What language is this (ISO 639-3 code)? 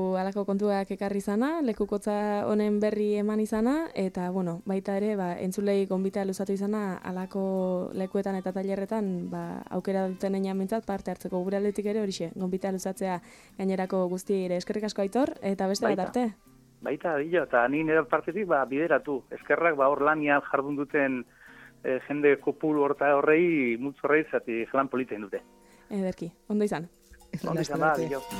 eus